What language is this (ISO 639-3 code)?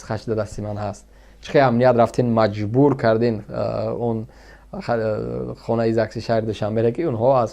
tgk